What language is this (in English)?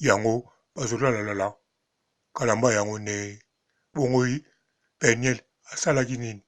Lingala